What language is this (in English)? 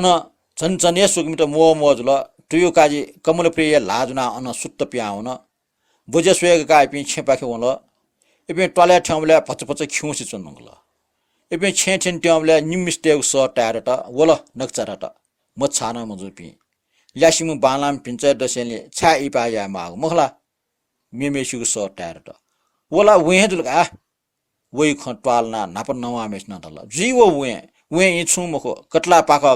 Newari